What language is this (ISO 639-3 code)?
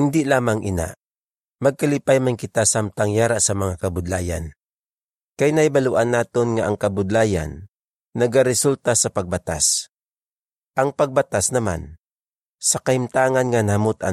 hil